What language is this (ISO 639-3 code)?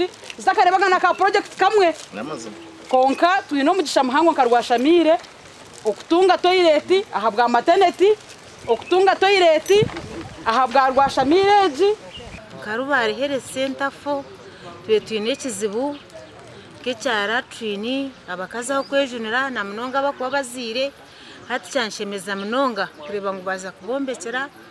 nyn